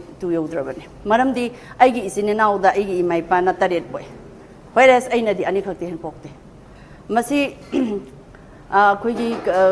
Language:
Manipuri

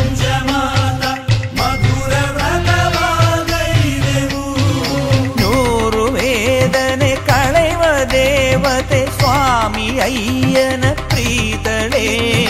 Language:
Kannada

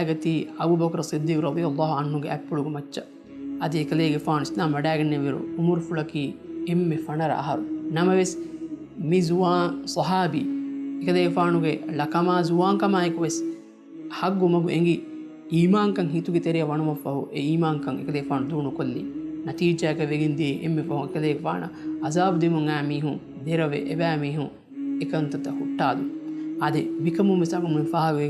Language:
Divehi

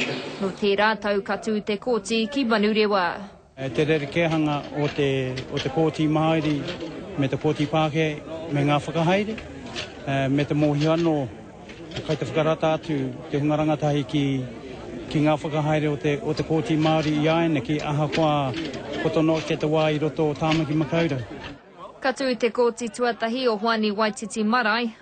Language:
Māori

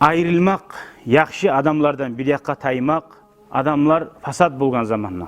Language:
Kumyk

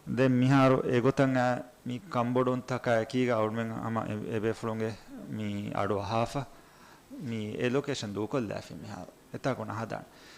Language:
Divehi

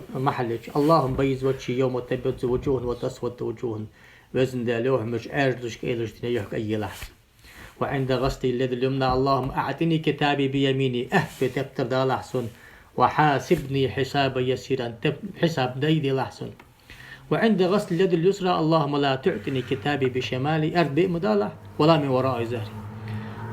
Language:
Ingush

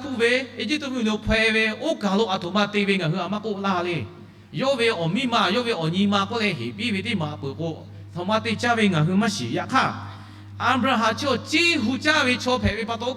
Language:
Lahu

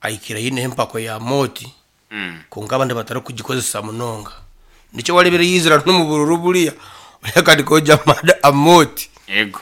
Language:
Nyankole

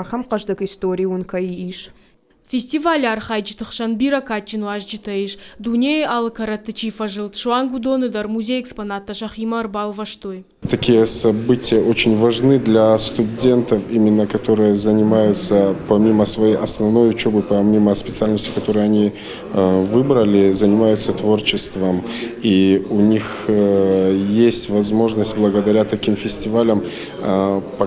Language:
Ossetic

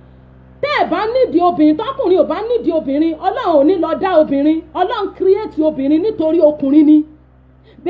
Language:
Yoruba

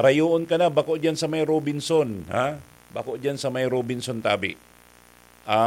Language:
Bikol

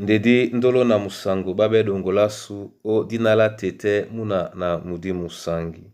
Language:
Duala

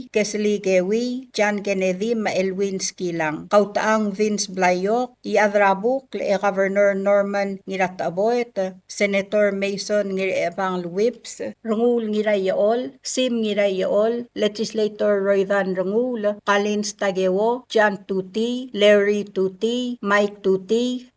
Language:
Palauan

